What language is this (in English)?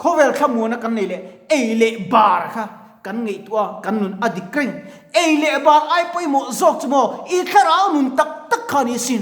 Mizo